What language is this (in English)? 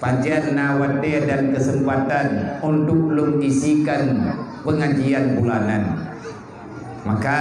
Achinese